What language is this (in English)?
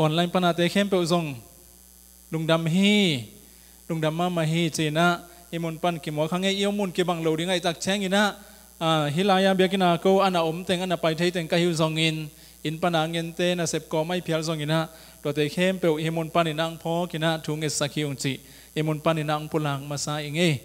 Tedim Chin